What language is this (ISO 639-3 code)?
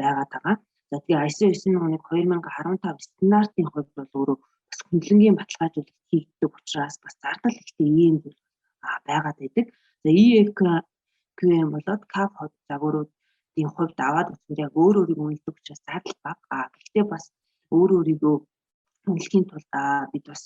mon